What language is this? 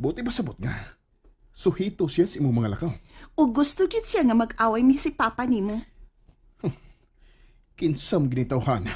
Cebuano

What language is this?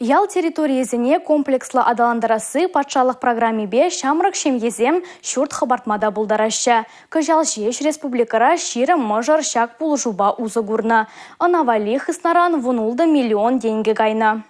Chuvash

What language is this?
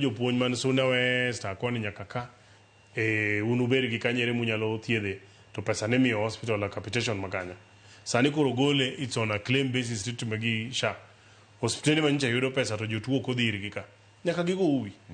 Luo (Kenya and Tanzania)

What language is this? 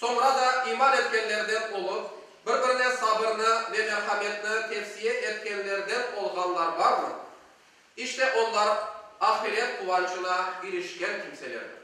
Crimean Tatar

